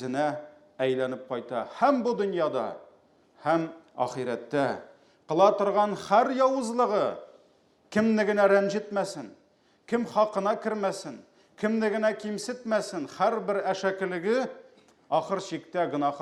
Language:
Tatar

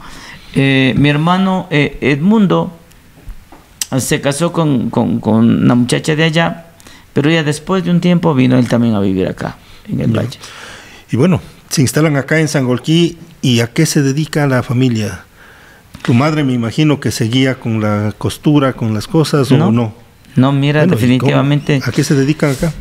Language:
Spanish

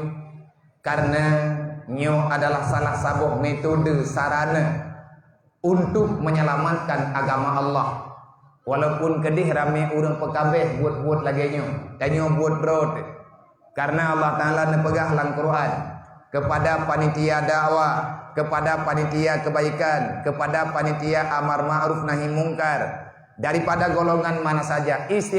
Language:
Achinese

